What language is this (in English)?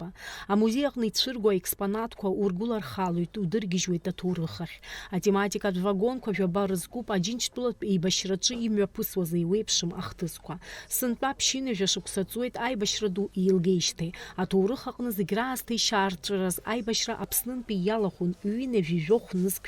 Abkhazian